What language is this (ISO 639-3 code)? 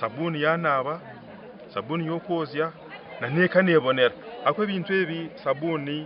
nyn